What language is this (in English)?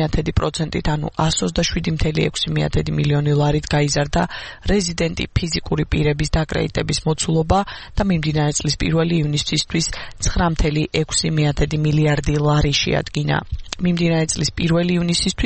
Georgian